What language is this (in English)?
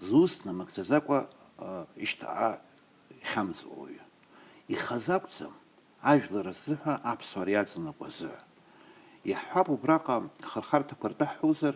Abkhazian